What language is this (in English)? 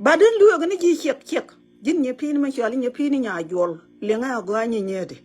Nuer